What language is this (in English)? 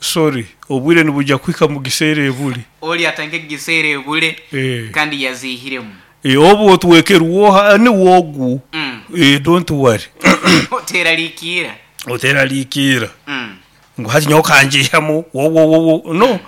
Nyoro